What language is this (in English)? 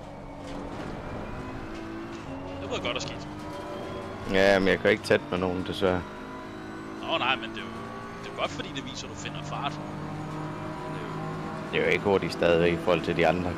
Danish